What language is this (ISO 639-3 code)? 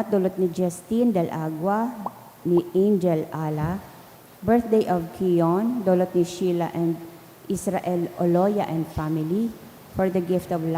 bik